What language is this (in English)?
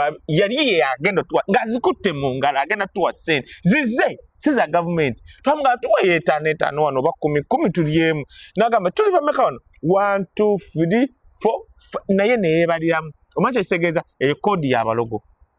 Ganda